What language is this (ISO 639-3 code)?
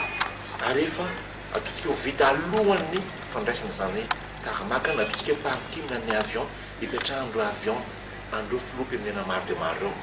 mlg